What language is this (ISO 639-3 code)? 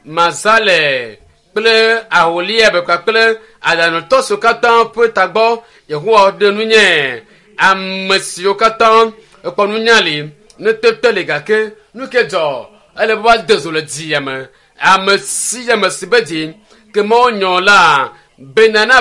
ewe